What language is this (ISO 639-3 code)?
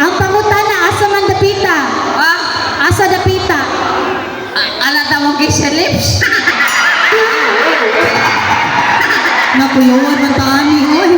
ceb